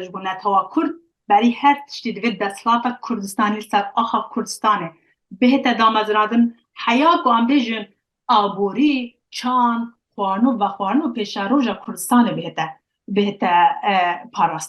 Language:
Kurdish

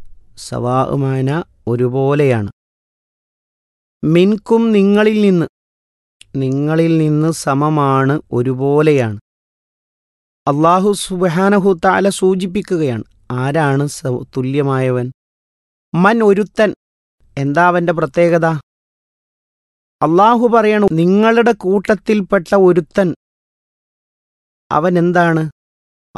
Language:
Malayalam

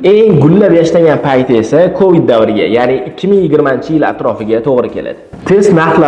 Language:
Uzbek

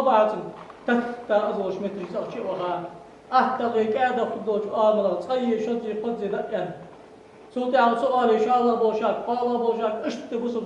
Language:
Ingush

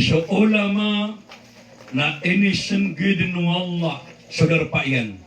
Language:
Maranao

